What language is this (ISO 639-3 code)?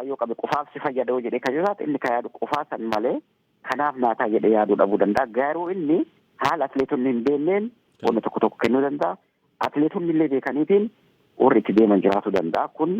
orm